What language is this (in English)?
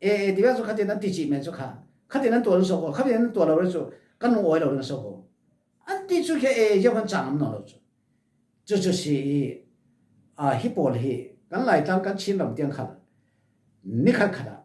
Falam Chin